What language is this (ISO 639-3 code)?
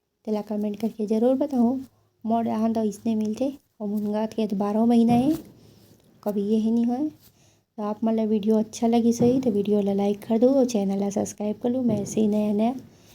hne